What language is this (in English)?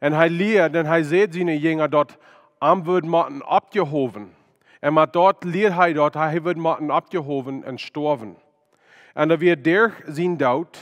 Plautdietsch